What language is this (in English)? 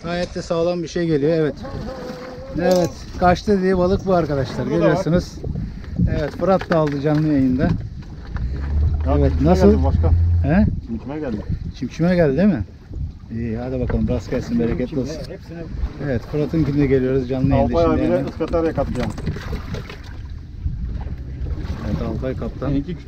Turkish